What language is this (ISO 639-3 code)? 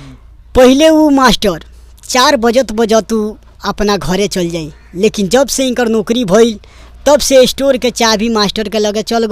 bho